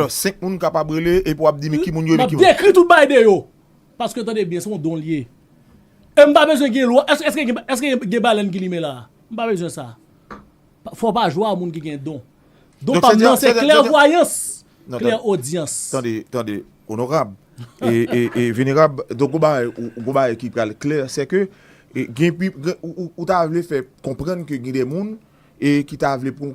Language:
Haitian Creole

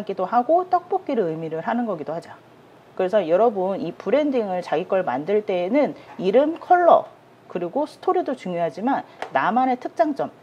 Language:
Korean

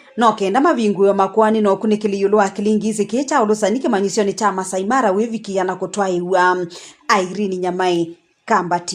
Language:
Kamba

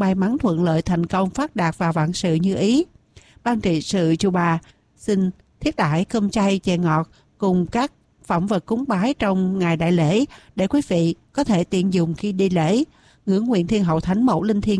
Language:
Vietnamese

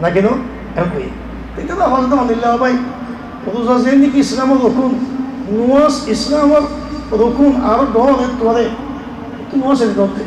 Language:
Rohingya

